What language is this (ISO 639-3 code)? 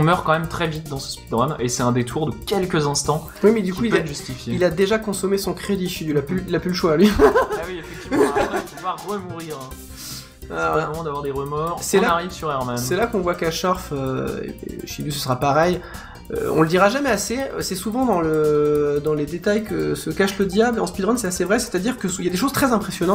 fra